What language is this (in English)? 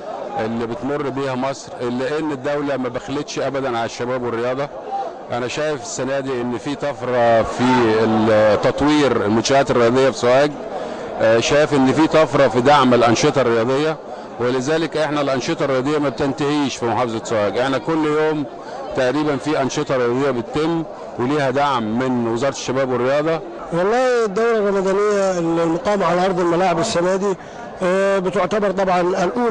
Egyptian Arabic